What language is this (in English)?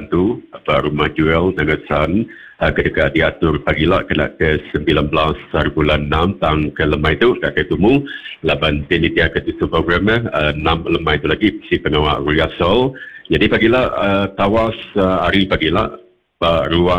Iban